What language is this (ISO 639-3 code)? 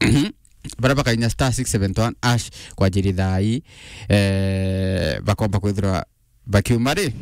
mer